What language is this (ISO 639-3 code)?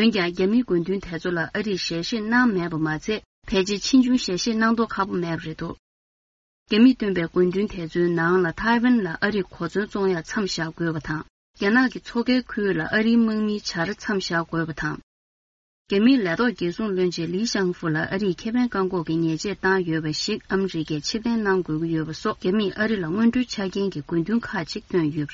bod